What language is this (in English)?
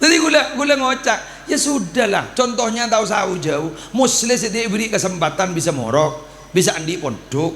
Madurese